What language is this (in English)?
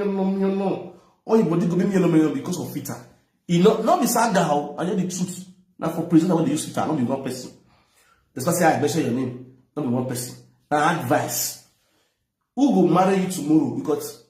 Nigerian Pidgin